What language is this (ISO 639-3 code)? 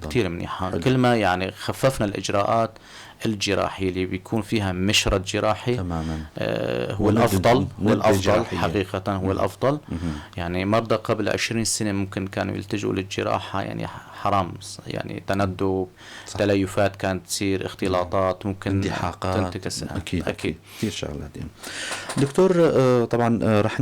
apc